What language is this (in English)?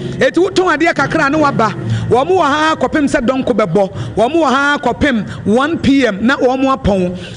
Akan